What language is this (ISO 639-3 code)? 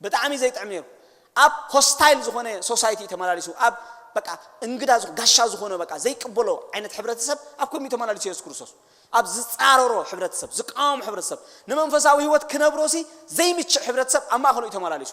tir